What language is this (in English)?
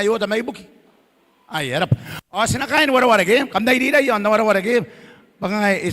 Gilbertese